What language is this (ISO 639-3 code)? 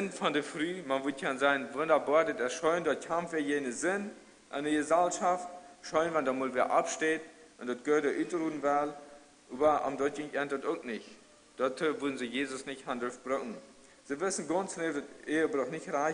pdt